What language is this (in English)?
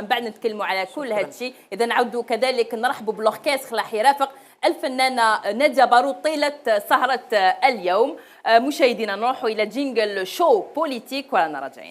Algerian Arabic